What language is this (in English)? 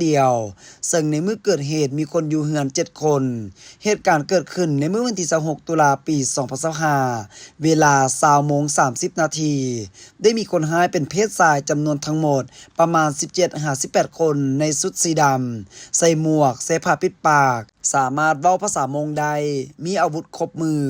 Lao